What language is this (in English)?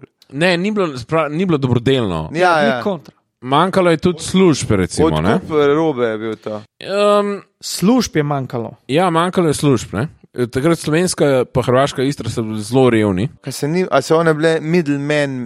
Slovenian